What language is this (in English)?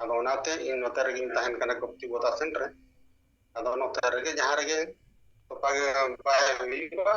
Santali